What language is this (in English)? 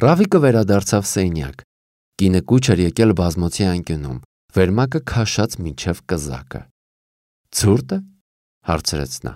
Armenian